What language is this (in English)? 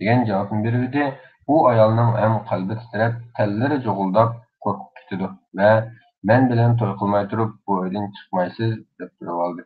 Uyghur